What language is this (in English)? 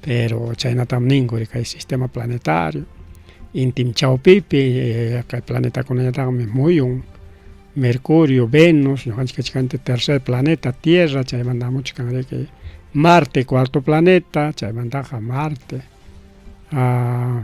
Ayacucho Quechua